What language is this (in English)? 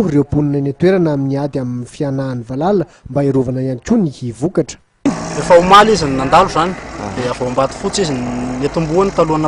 Malagasy